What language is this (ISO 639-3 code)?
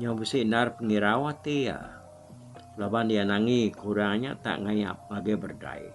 iba